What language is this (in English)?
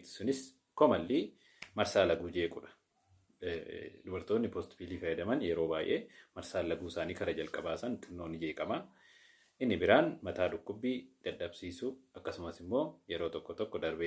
Oromo